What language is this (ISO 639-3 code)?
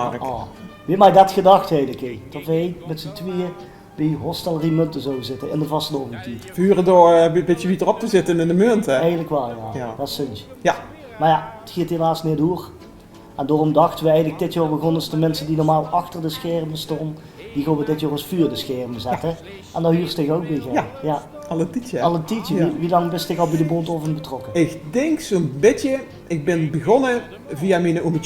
lim